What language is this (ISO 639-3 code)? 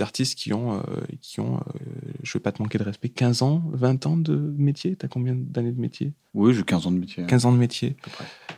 fra